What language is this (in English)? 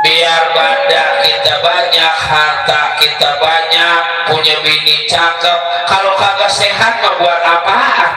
Betawi